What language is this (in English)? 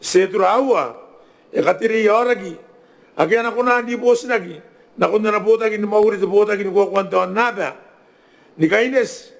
Gilbertese